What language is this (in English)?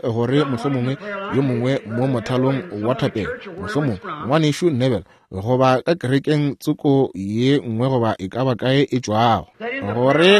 Northern Sotho